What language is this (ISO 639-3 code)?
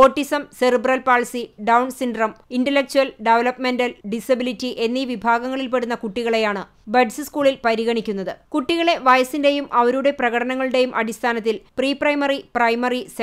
mal